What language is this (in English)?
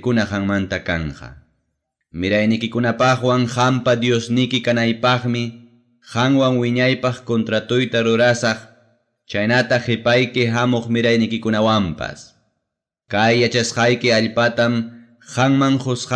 Ayacucho Quechua